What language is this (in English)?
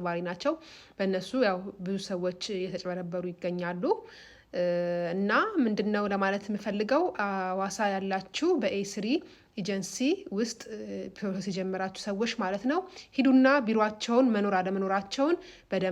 Amharic